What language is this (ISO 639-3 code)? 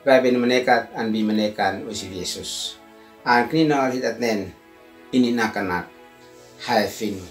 aoz